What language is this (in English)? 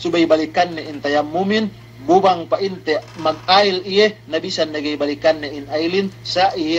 Yakan